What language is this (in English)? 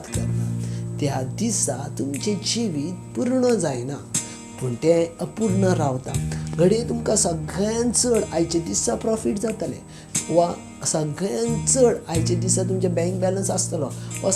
Konkani